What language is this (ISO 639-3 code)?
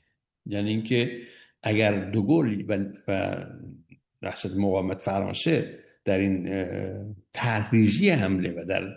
fas